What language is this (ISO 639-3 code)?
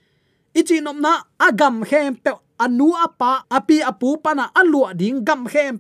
ctd